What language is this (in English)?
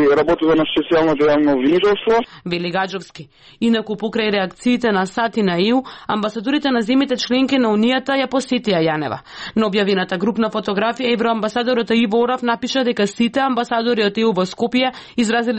Macedonian